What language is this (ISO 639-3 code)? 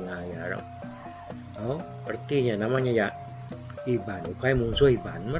iba